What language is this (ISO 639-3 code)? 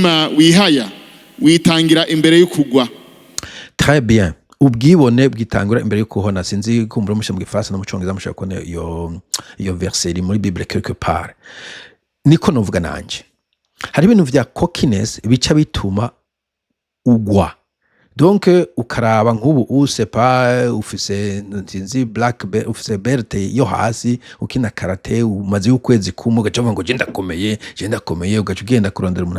run